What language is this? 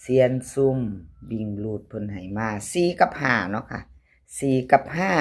Northeastern Thai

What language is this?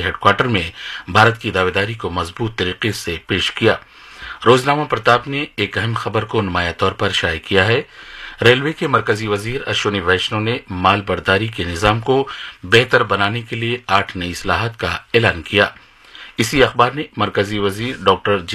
Urdu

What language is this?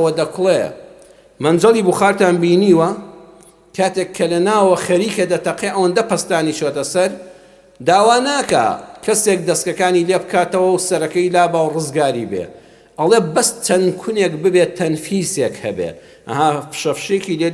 Central Kurdish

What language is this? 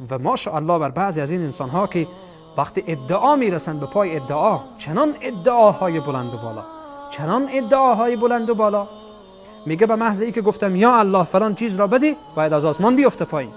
Tajik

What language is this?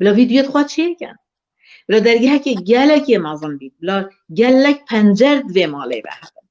Kurdish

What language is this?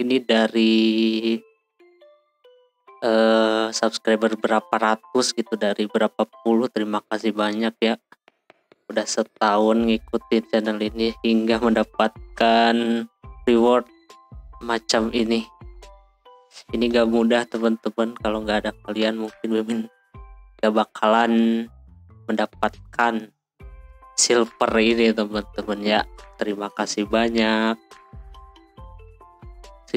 Indonesian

